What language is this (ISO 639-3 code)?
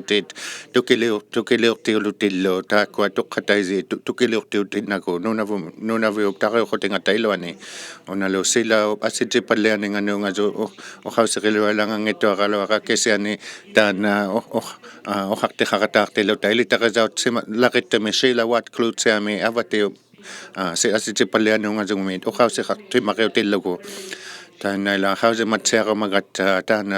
iku